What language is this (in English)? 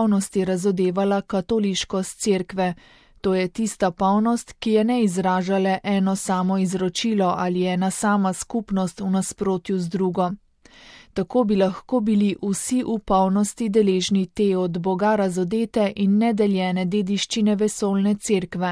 Slovenian